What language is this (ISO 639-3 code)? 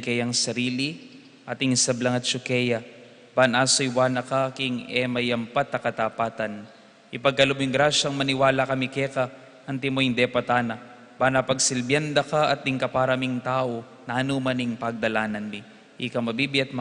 pam